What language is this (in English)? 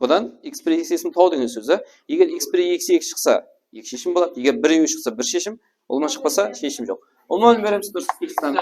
Kara-Kalpak